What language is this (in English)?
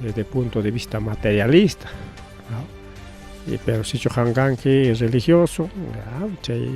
Ayacucho Quechua